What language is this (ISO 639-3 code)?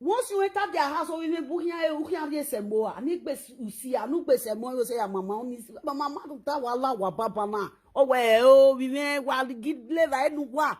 pcm